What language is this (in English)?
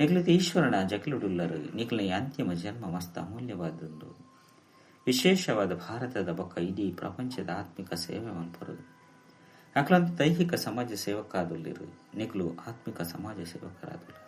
Tulu